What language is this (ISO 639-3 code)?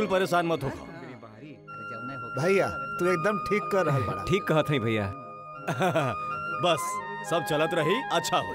bho